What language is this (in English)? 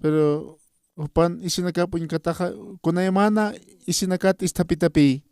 Aymara